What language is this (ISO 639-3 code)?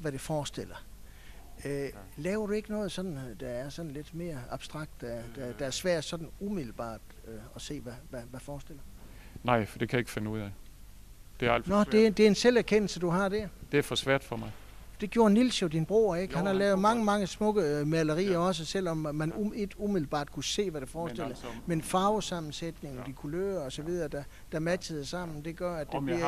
dan